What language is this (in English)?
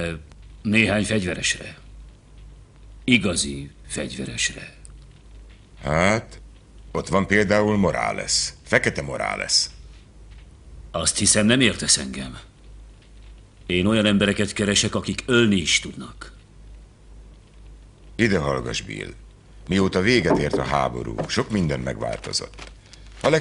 Hungarian